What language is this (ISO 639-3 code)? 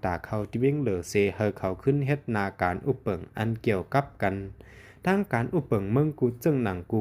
shn